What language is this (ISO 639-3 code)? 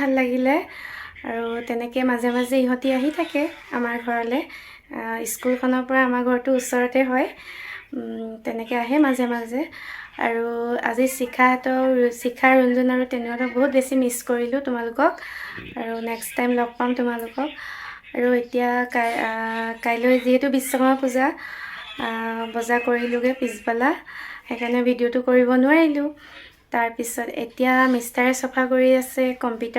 asm